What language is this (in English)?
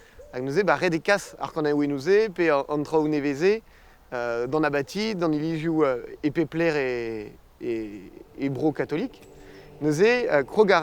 Breton